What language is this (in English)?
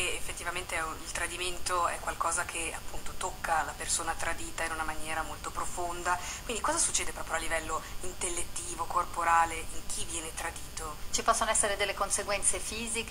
Italian